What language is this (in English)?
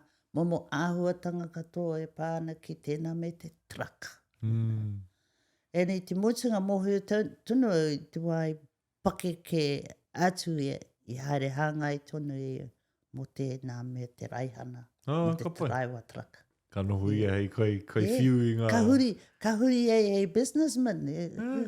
Māori